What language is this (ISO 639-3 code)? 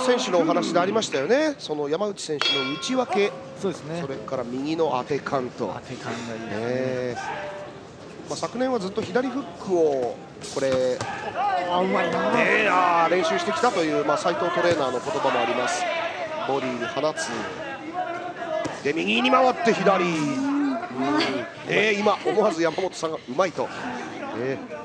jpn